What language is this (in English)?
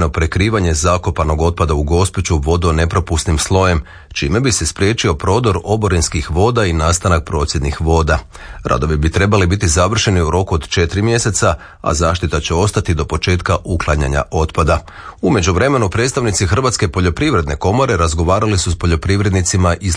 Croatian